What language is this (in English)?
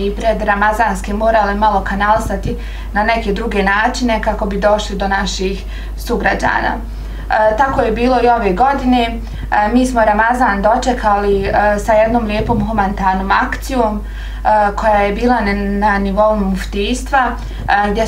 Bosnian